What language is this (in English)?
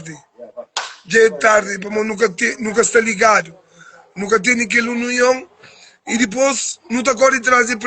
Kabuverdianu